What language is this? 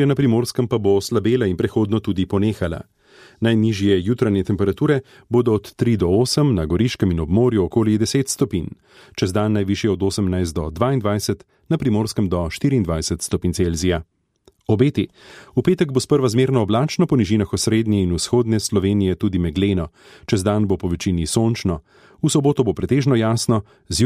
Slovenian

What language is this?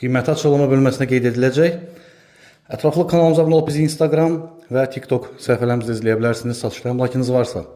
Azerbaijani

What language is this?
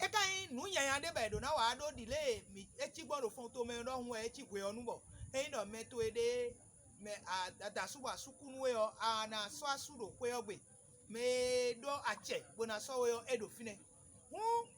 Fon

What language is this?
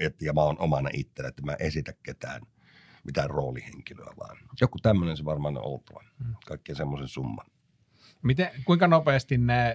Finnish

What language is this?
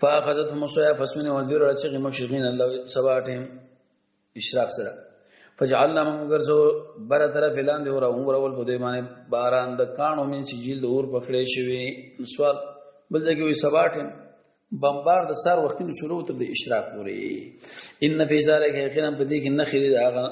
Pashto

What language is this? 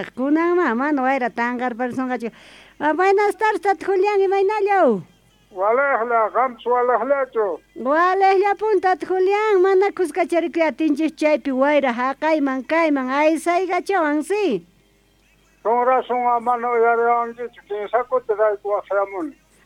Quechua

